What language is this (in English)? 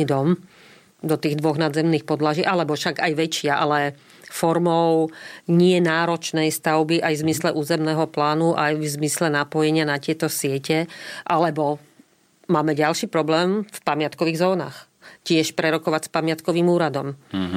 Slovak